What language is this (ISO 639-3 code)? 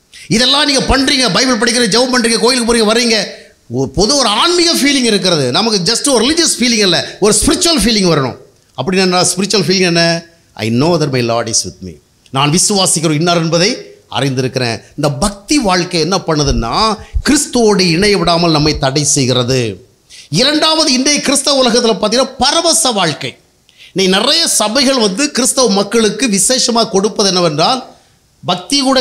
tam